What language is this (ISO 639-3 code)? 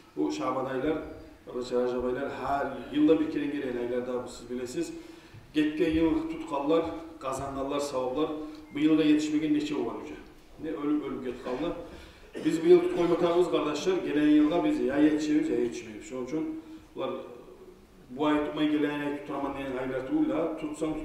kum